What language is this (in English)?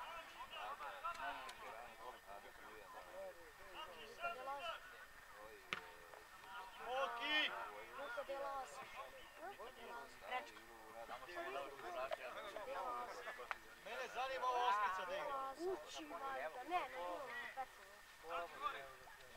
Serbian